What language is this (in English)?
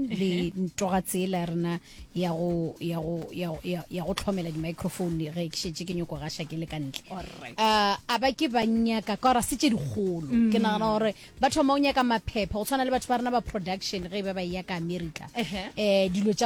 Northern Sotho